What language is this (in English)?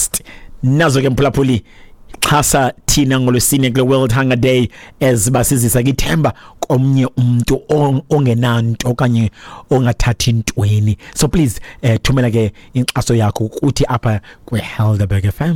Xhosa